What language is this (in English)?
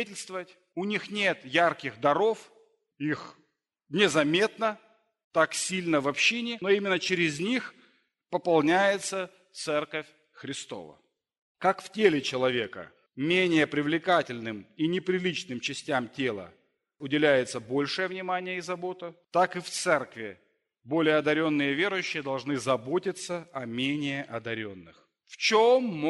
Russian